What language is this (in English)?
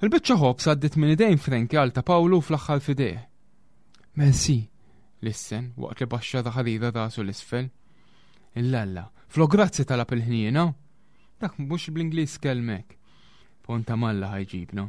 Maltese